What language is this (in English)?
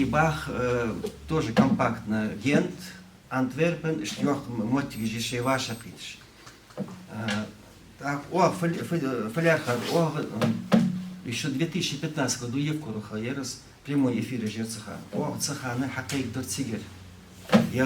Ingush